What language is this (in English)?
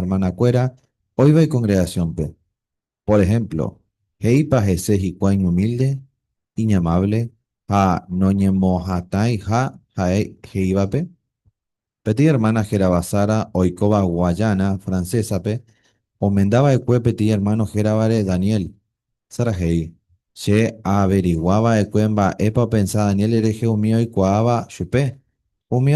Guarani